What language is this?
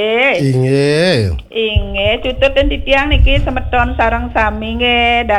Balinese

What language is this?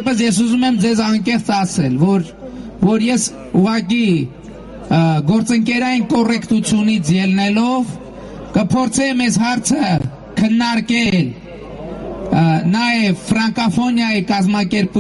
Armenian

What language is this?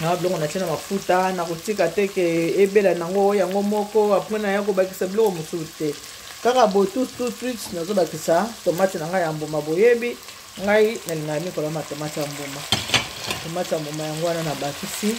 Lingala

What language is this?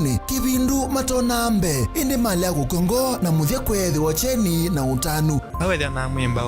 Kamba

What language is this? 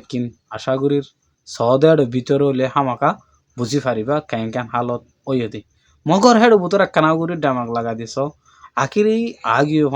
Rohingya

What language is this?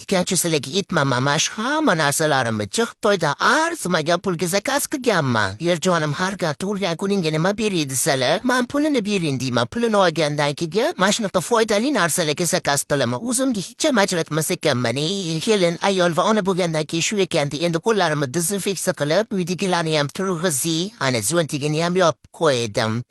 Uzbek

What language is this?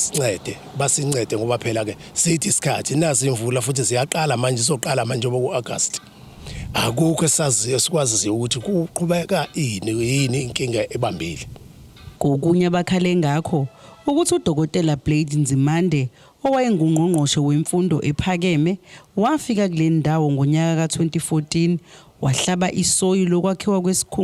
Zulu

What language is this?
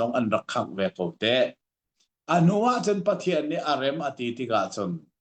Hakha Chin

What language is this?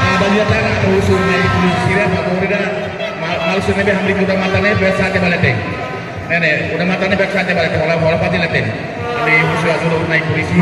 Tetum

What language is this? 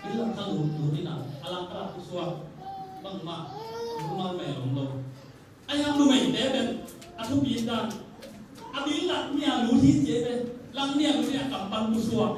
Tedim Chin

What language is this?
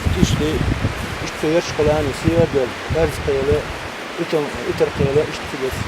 Chechen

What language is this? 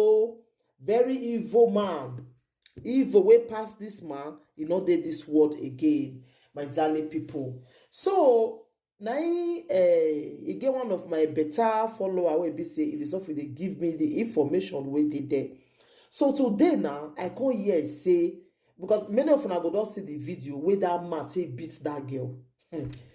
Nigerian Pidgin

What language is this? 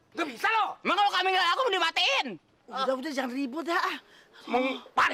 Betawi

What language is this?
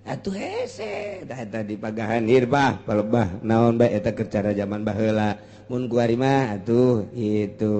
Sundanese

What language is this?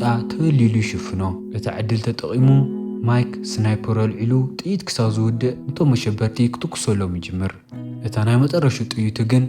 Tigrinya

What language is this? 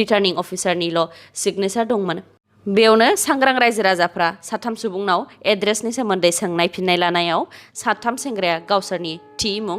Bodo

